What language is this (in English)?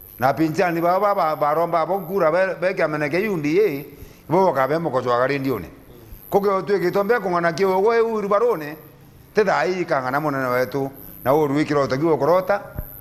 Meru